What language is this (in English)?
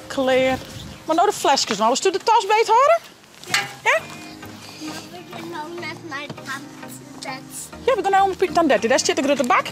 Western Frisian